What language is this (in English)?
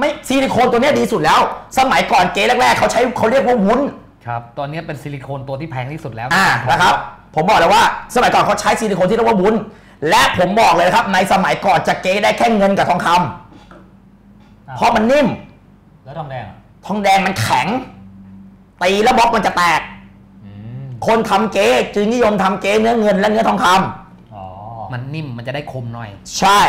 Thai